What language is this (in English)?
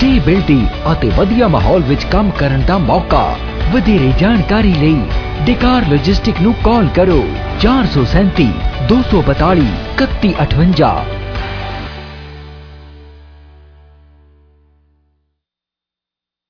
Punjabi